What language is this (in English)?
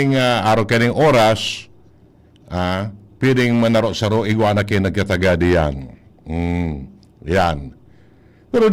Bikol